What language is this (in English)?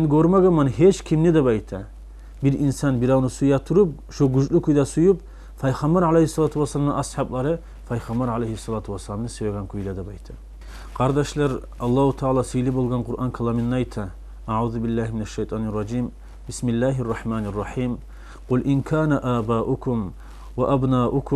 Kumyk